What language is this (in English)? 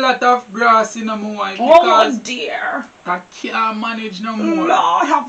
Jamaican Creole English